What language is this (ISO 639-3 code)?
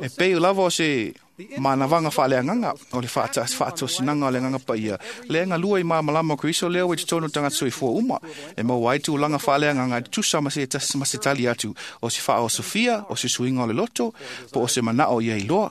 smo